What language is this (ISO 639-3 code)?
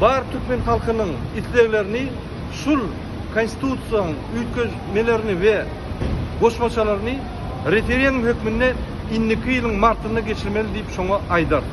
tuk